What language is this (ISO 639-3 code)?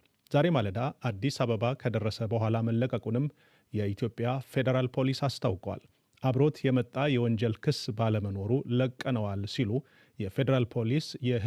amh